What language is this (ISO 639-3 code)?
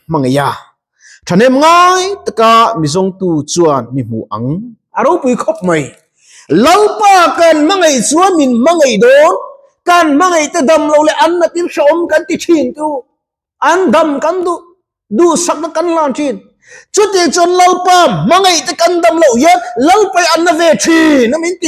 lus